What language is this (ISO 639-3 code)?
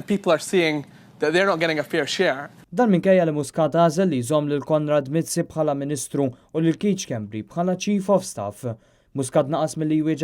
mlt